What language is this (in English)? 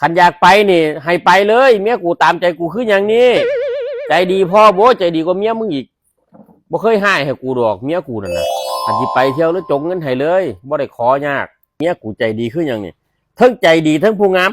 Lao